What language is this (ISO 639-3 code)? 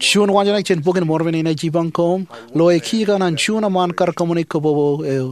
mah